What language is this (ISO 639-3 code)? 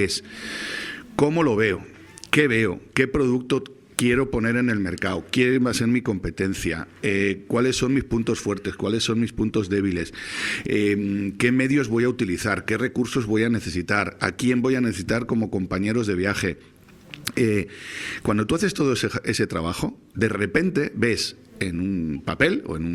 spa